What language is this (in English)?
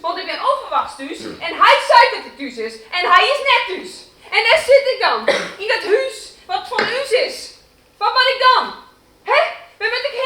Western Frisian